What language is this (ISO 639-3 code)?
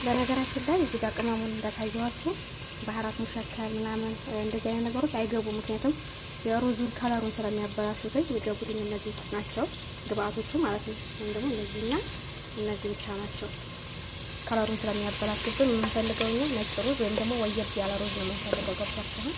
amh